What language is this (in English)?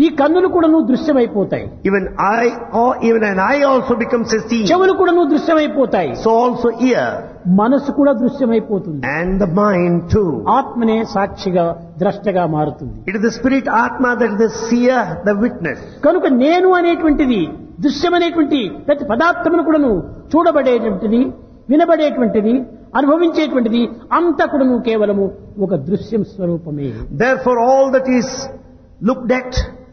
Telugu